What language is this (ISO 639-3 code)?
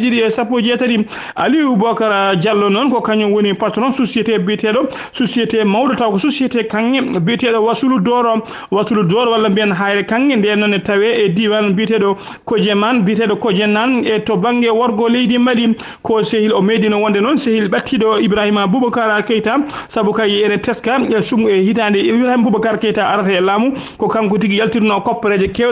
ful